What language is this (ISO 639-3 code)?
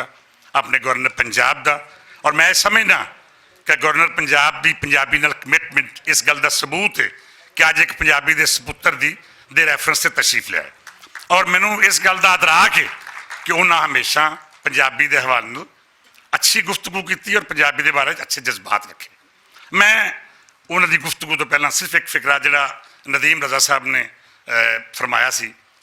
lah